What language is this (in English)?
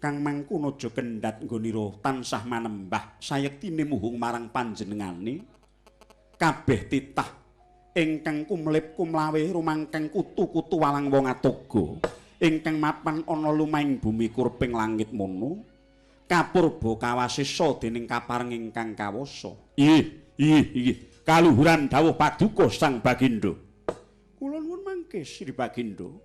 Javanese